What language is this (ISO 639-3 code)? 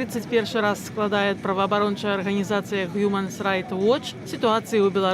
bel